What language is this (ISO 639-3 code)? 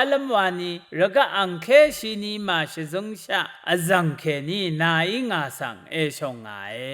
raw